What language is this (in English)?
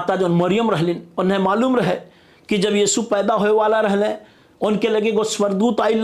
Bhojpuri